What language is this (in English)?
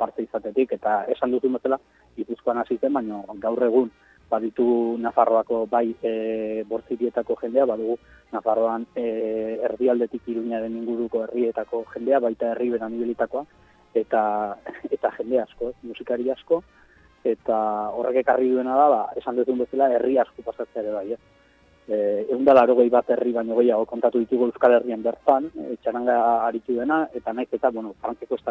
Basque